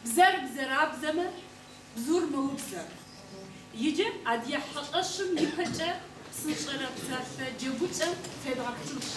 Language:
Kabardian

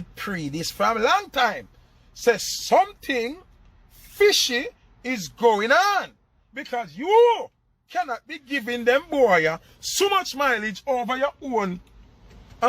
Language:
Jamaican Creole English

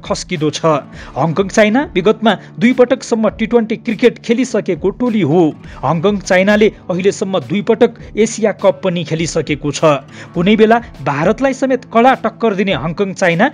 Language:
Nepali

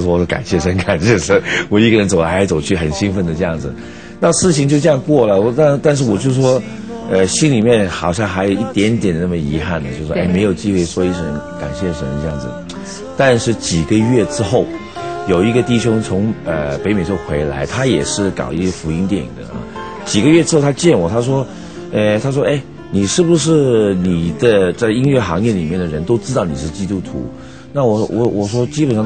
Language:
Chinese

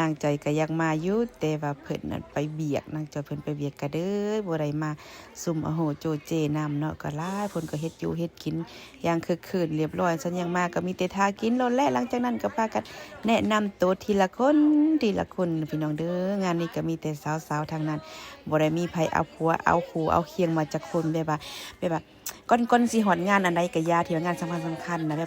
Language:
Lao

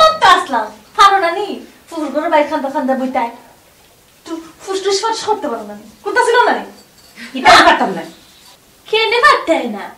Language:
Sylheti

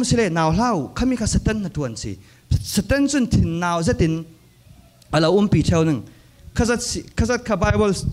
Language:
Falam Chin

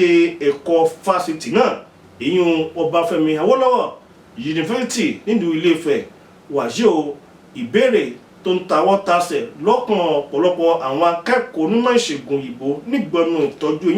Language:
Yoruba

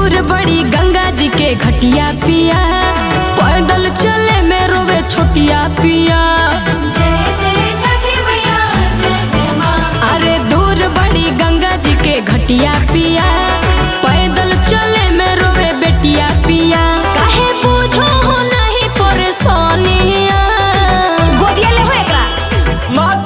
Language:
Magahi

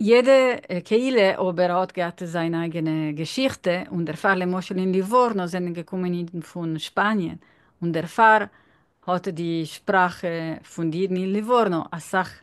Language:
Yiddish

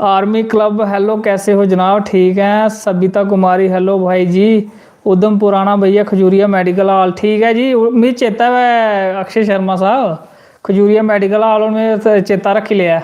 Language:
Dogri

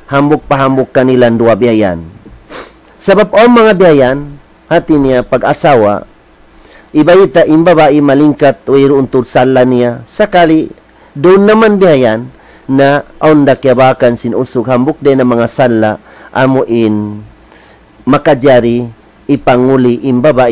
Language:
Tausug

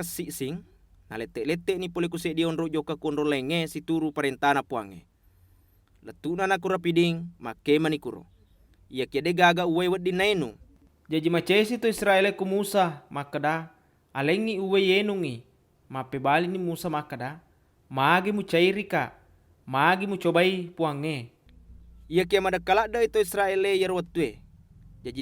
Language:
Buginese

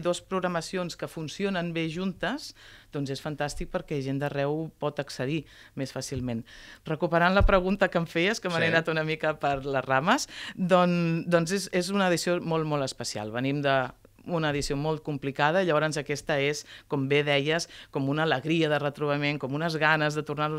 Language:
Catalan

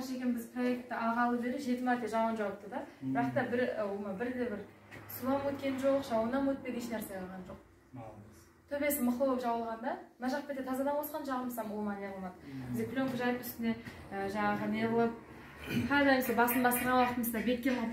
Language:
Kazakh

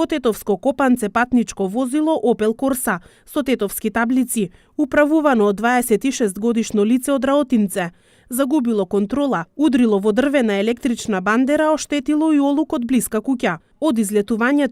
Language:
Macedonian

